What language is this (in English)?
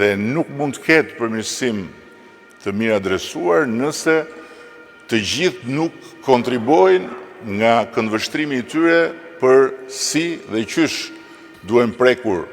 Albanian